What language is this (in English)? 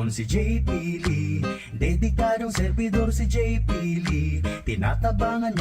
Bikol